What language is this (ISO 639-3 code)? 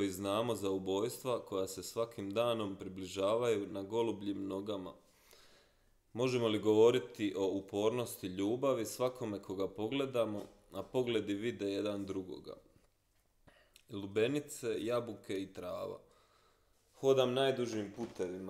hrv